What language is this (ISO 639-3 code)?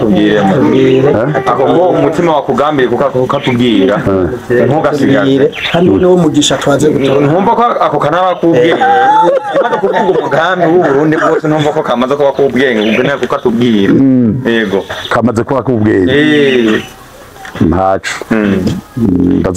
run